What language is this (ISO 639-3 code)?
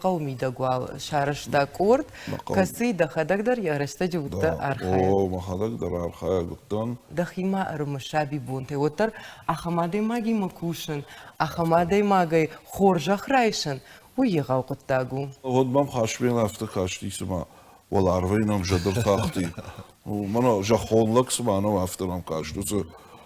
oss